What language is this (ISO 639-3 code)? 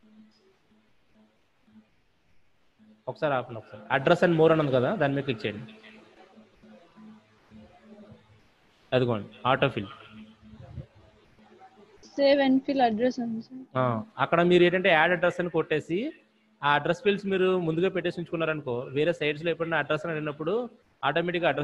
tel